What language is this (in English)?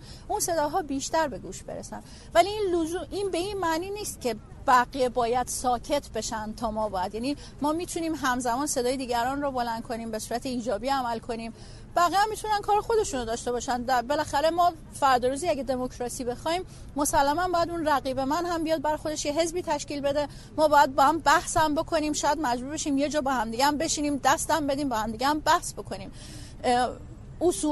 Persian